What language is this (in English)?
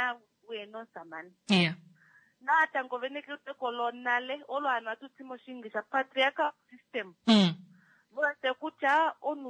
Kuanyama